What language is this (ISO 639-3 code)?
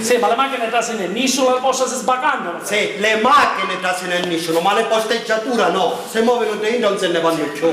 scn